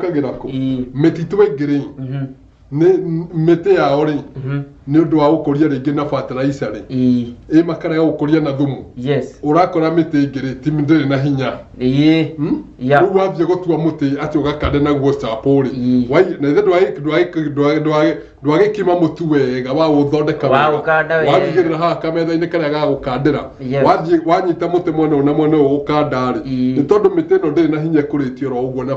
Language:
Kikuyu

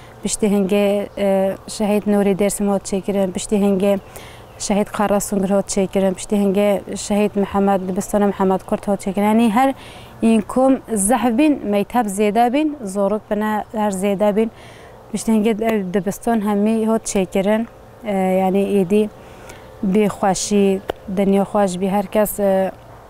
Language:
Kurdish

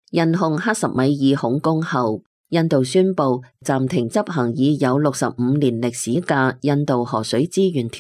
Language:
Cantonese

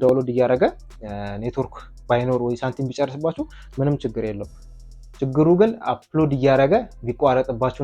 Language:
Amharic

